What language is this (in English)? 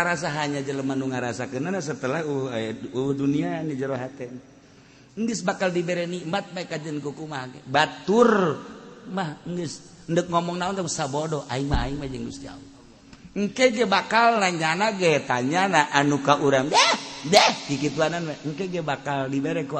Sundanese